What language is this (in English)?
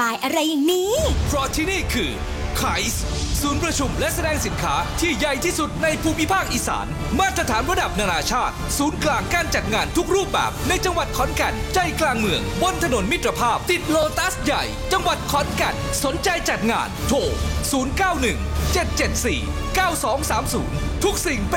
Thai